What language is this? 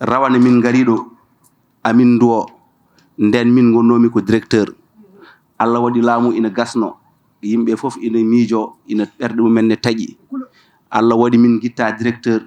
Fula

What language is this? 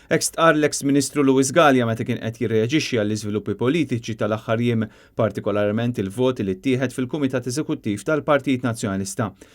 Maltese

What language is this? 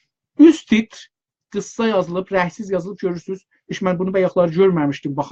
South Azerbaijani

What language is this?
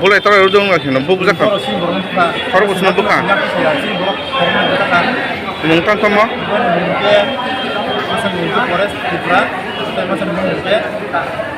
Kok Borok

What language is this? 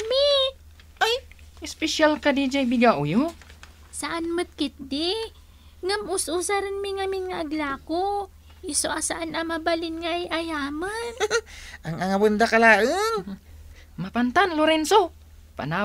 Iloko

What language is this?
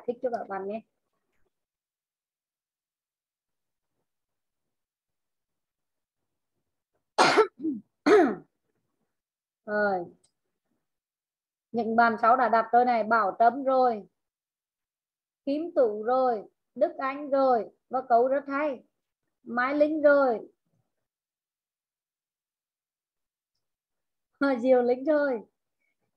Vietnamese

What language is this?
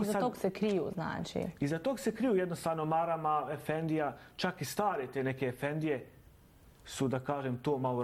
Bosnian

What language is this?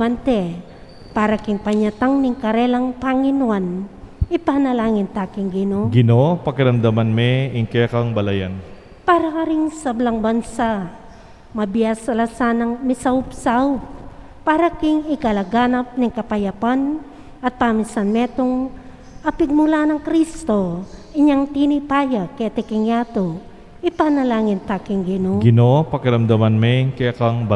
Pampanga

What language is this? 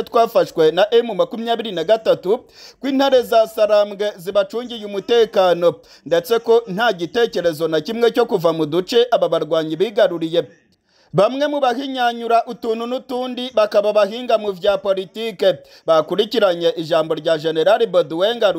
Kinyarwanda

